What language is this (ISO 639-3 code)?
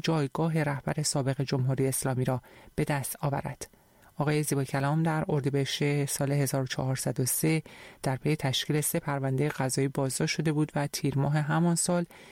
fas